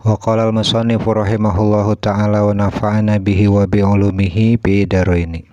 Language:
Sundanese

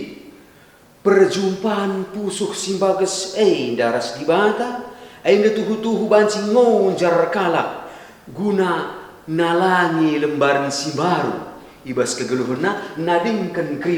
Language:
Batak Karo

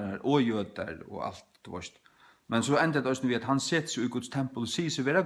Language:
Faroese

